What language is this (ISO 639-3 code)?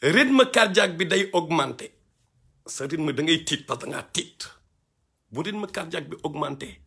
wol